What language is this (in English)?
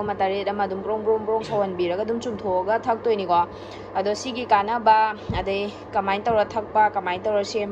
Manipuri